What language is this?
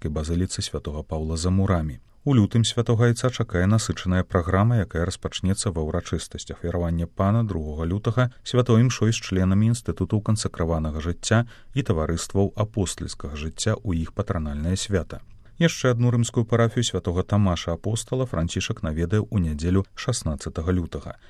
Belarusian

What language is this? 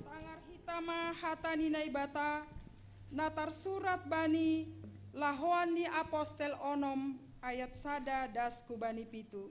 Batak Simalungun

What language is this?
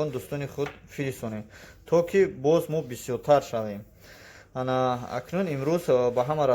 Tajik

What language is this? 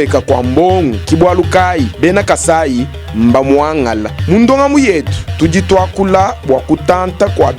Luba-Lulua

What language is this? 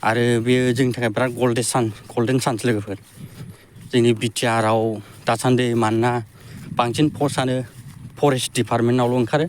Bodo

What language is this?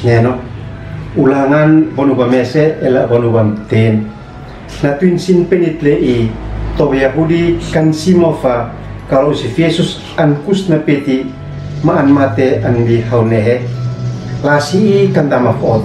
Uab Meto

